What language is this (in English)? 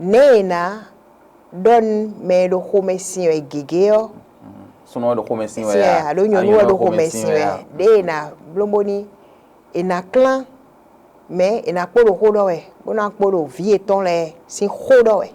Fon